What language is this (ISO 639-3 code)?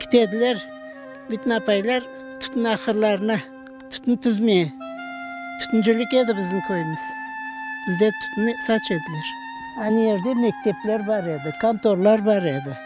crh